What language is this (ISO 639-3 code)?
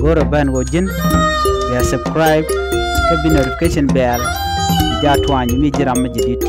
nus